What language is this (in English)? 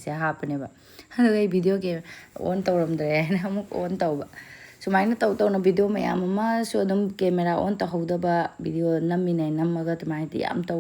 Manipuri